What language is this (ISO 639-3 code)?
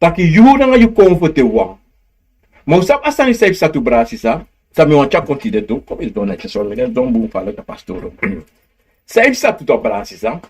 srn